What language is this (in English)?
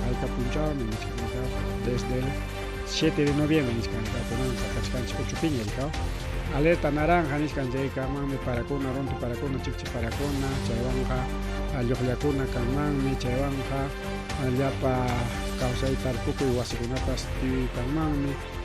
Ayacucho Quechua